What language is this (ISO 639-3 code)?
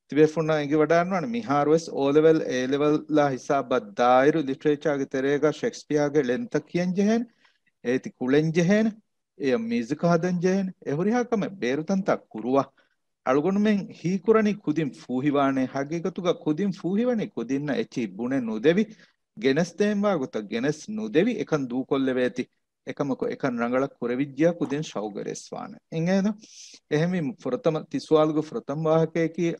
div